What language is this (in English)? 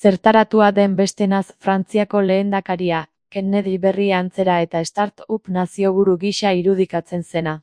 Basque